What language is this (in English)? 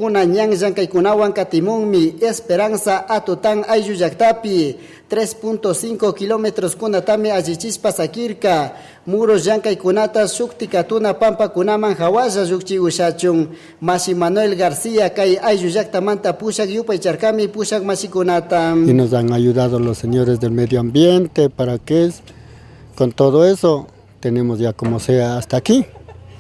Chimborazo Highland Quichua